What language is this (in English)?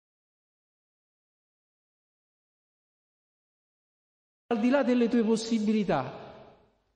Italian